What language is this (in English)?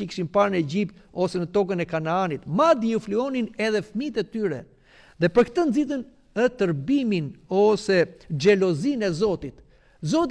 Albanian